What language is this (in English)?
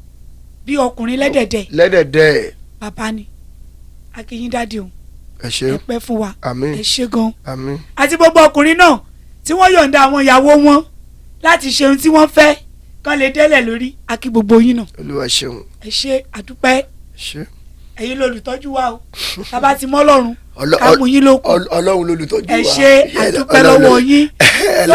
Yoruba